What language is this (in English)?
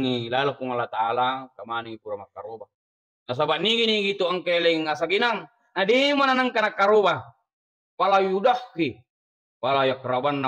Buginese